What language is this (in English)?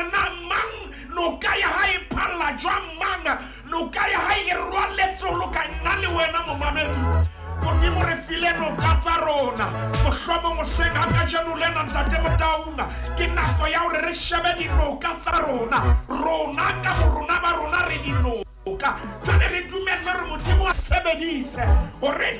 Southern Sotho